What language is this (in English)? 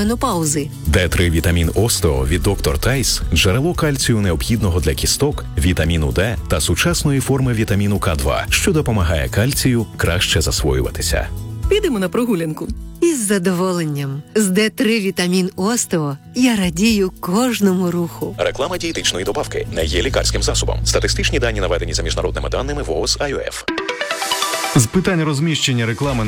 Ukrainian